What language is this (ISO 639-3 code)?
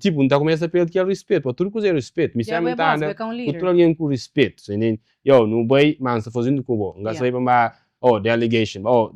kea